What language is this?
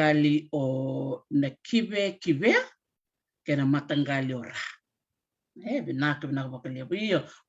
Fijian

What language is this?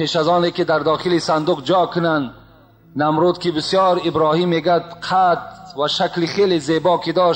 Tajik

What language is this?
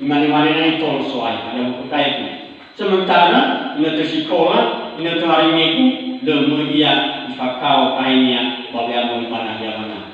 Nias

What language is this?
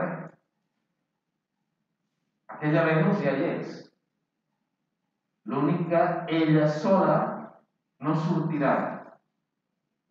Catalan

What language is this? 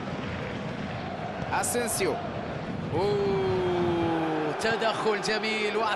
Arabic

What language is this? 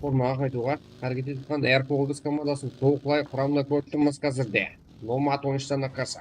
Kara-Kalpak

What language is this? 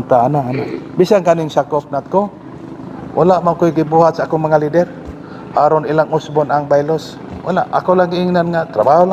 Cebuano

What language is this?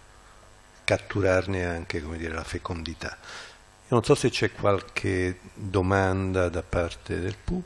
Italian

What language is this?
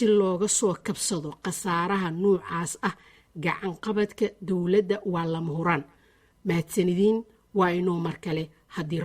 Somali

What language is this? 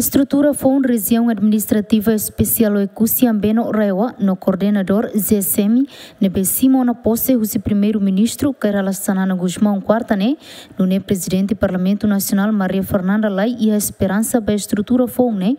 Tetum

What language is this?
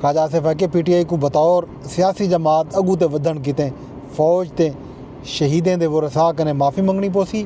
Saraiki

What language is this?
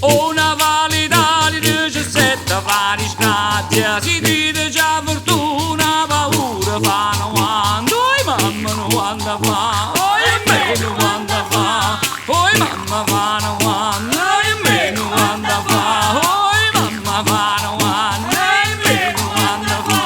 Neapolitan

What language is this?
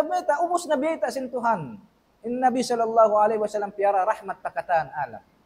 Tausug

